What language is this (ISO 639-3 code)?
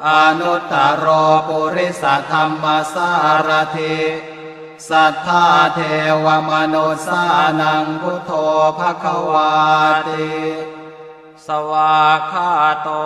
pli